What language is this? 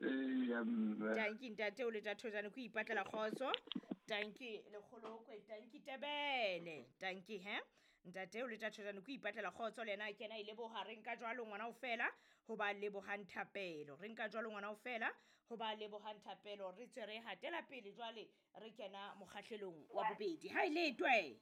Southern Sotho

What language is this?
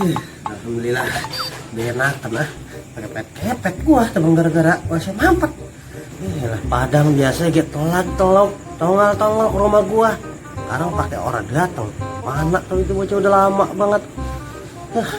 Betawi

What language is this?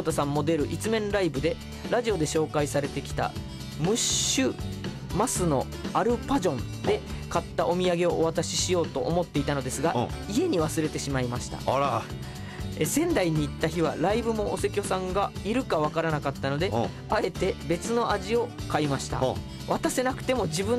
Japanese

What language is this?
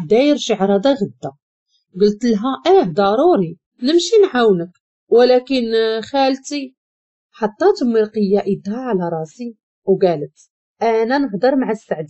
Moroccan Arabic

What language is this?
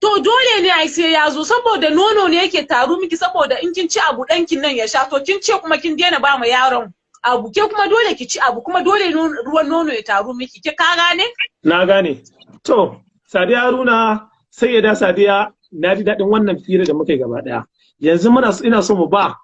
Hausa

